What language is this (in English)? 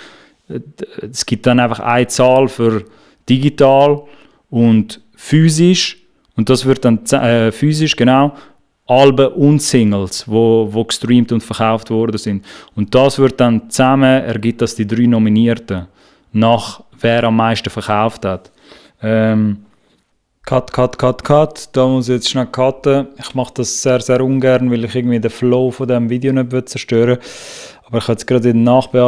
Swiss German